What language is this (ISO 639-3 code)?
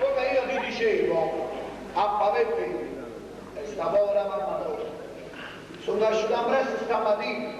nap